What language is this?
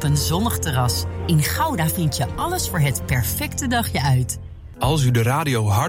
Dutch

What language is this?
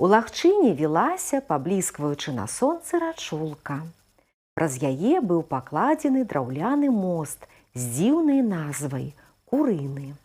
Belarusian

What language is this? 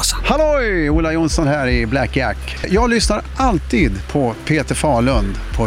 Swedish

